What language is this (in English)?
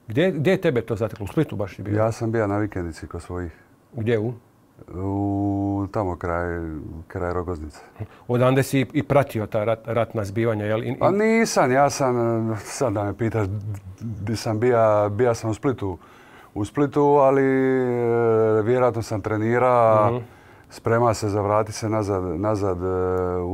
Croatian